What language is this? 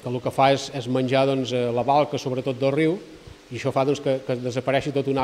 Catalan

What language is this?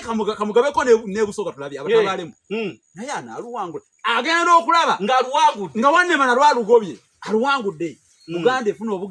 Ganda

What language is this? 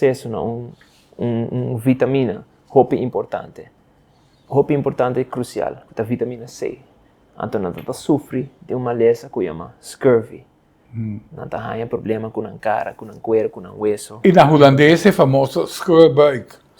Papiamento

